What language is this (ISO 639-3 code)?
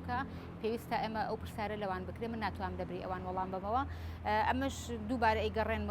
ckb